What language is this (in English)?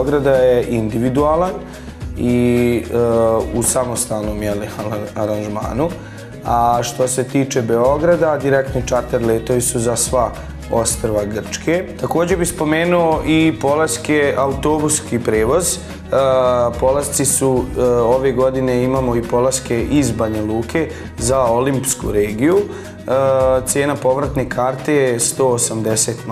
Bosnian